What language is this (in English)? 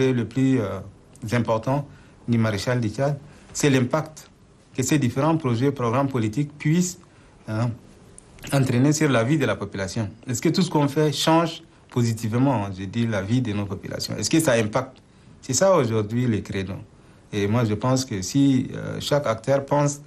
French